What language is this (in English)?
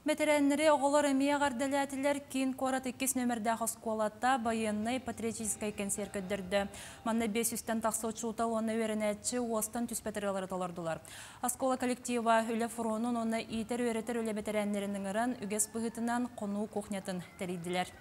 Yakut